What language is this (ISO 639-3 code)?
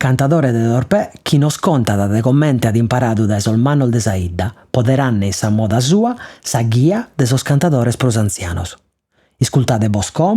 srd